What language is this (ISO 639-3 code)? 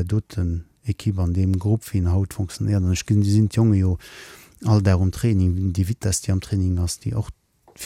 ltz